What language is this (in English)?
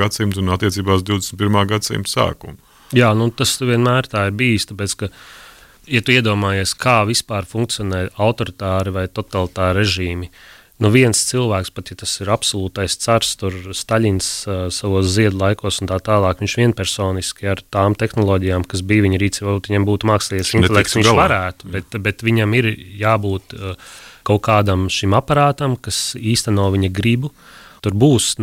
Latvian